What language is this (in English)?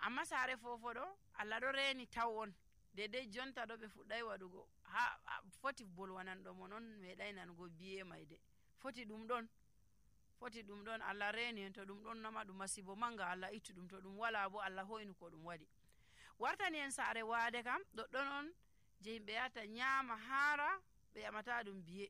Nigerian Fulfulde